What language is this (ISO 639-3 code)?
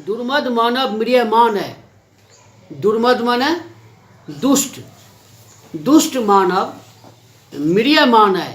mai